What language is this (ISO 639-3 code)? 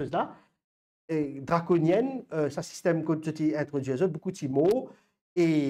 mfe